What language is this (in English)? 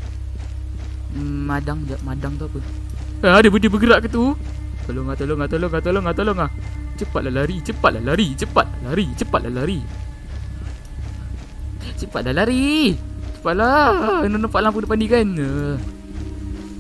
Malay